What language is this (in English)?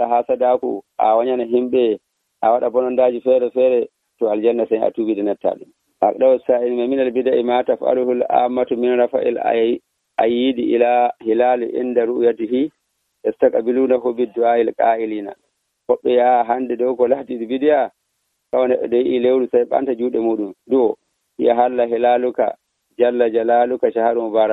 Nigerian Fulfulde